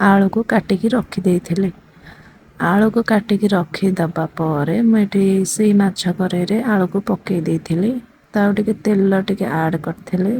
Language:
Odia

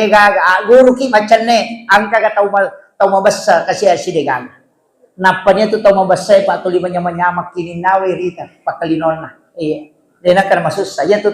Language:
Buginese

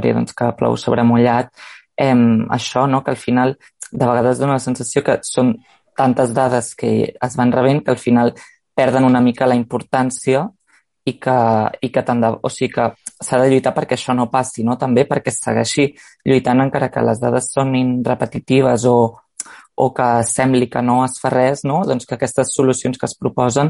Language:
Catalan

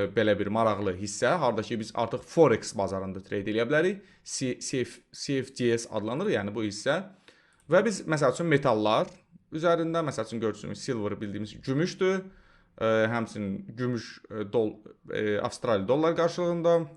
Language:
Azerbaijani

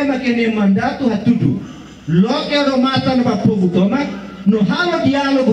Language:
Tetum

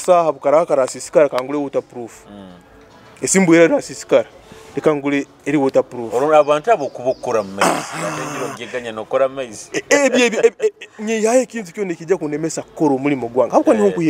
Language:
Nyoro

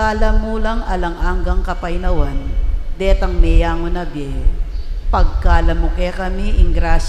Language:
Pampanga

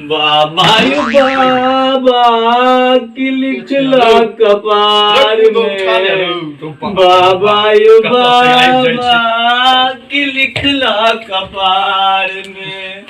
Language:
Maithili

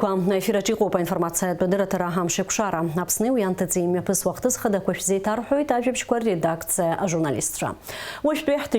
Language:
Abkhazian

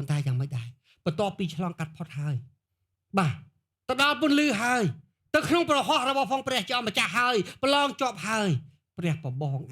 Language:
Khmer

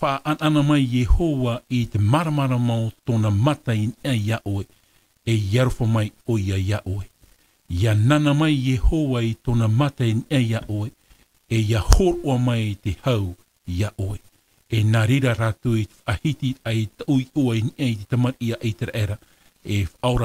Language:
Tahitian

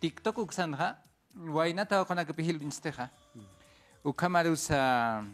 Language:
Aymara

